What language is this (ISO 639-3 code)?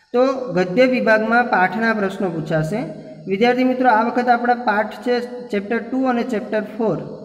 guj